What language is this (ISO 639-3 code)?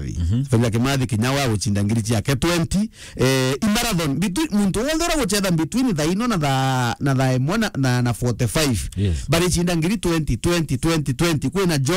mer